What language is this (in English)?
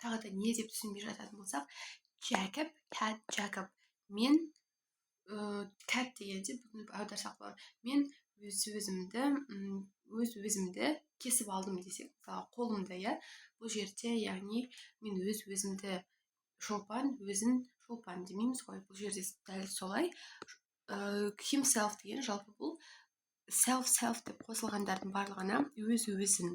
Kazakh